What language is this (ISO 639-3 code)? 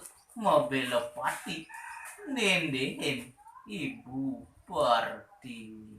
ban